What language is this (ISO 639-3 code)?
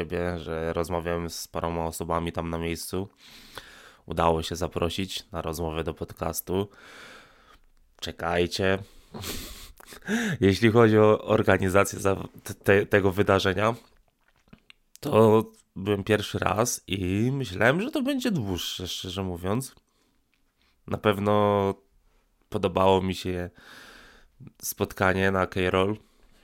pol